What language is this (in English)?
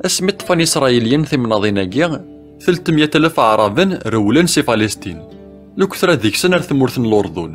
Kabyle